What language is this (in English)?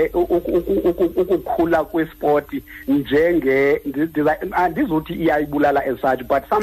Xhosa